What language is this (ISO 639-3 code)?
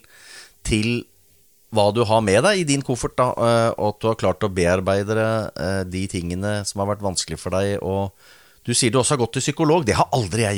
nor